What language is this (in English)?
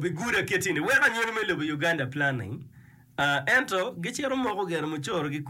Acoli